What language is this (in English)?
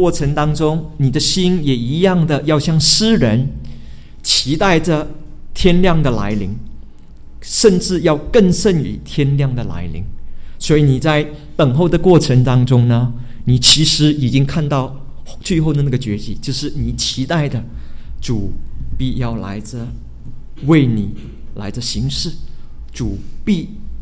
Chinese